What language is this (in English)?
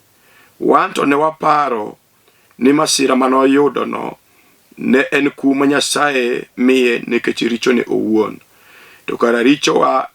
Luo (Kenya and Tanzania)